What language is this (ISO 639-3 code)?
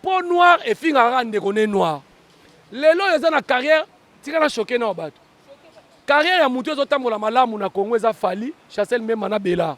lin